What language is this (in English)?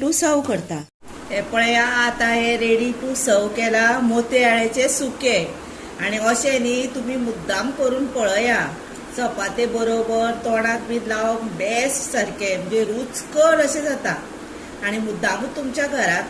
Konkani